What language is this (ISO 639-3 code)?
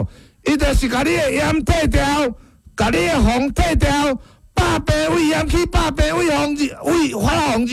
nan